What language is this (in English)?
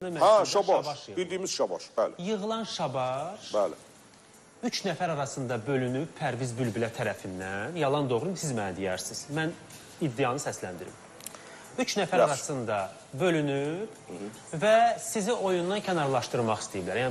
Azerbaijani